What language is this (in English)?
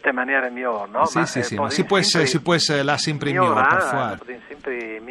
Friulian